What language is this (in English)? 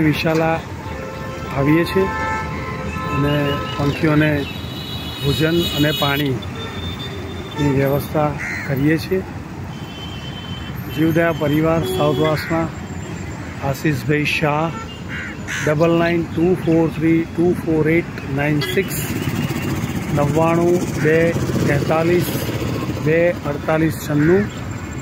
Gujarati